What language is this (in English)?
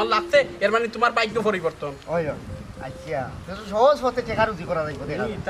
Sylheti